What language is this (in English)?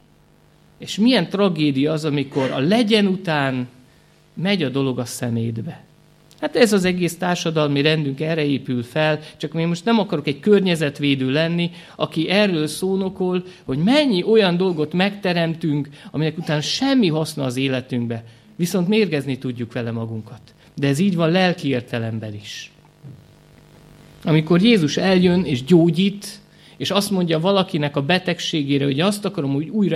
Hungarian